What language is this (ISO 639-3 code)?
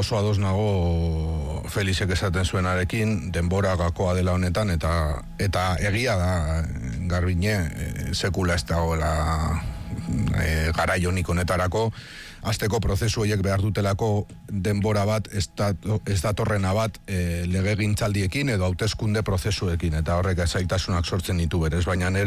eus